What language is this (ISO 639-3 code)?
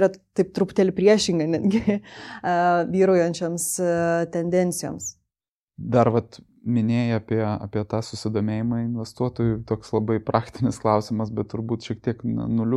lit